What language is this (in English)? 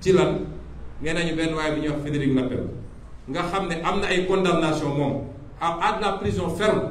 Wolof